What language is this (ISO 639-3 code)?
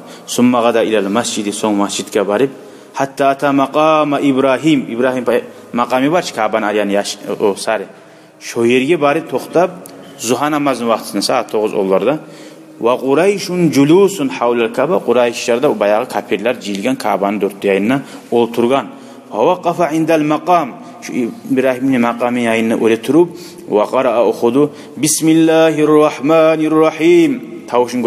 kum